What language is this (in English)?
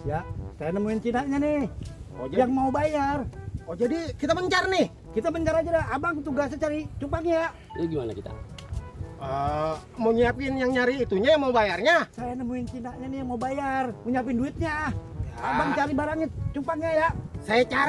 Betawi